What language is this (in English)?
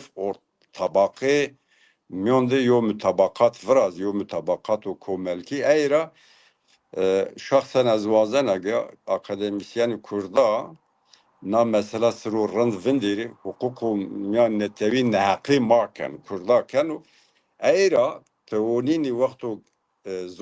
Zaza